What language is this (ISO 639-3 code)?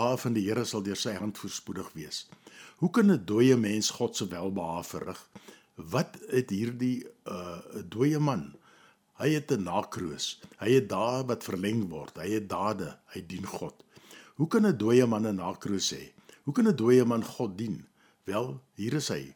afr